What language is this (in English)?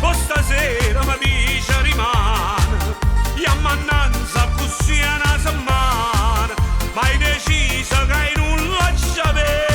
Neapolitan